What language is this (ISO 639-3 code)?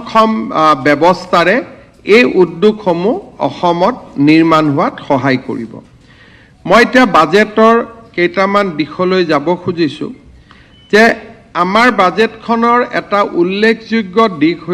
asm